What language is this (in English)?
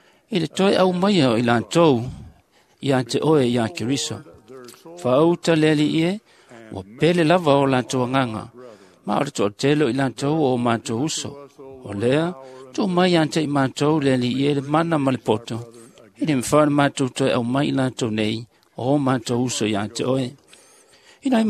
Samoan